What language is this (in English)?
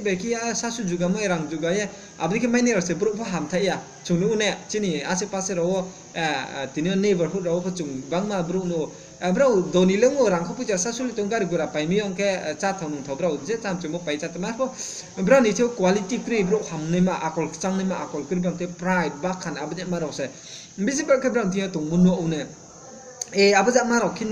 Riang (India)